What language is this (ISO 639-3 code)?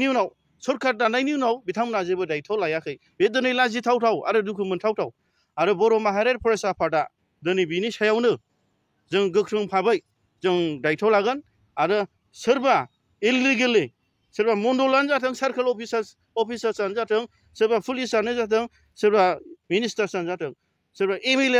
brx